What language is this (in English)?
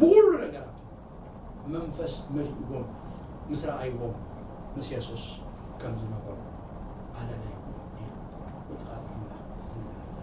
Tigrinya